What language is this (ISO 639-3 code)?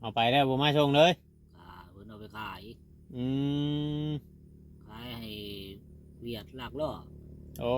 tts